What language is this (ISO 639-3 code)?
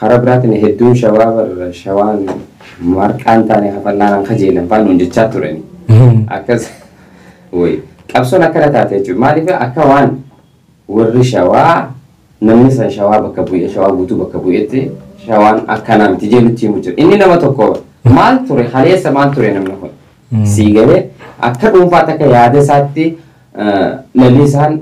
orm